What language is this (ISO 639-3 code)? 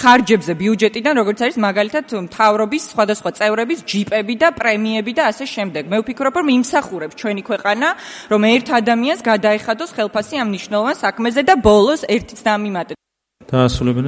kat